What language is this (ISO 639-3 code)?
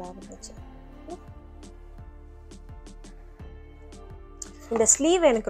tam